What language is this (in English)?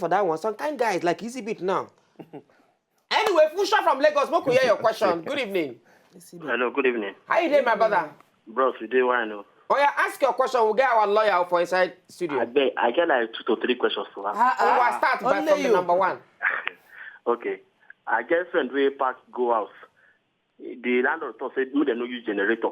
Nigerian Pidgin